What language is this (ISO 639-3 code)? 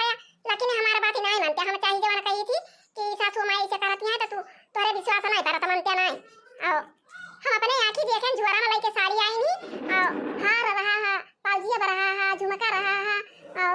awa